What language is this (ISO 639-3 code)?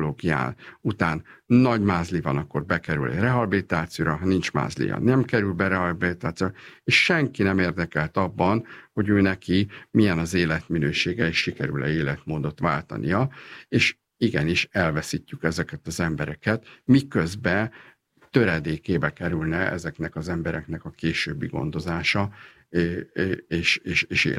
hun